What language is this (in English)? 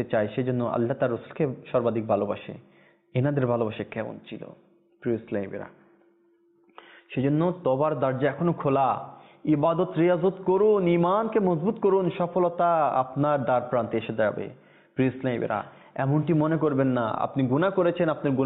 Bangla